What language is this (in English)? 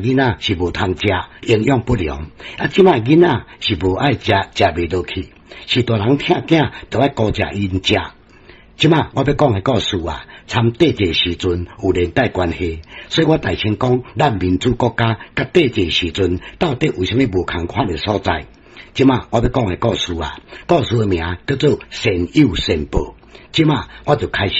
Min Nan Chinese